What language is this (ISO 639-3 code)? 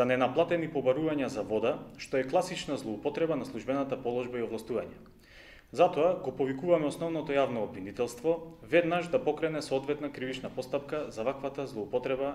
mkd